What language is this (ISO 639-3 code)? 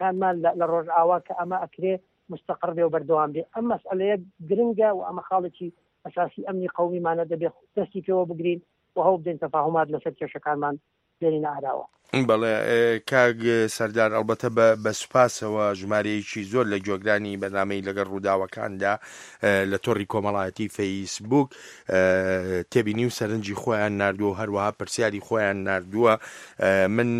ckb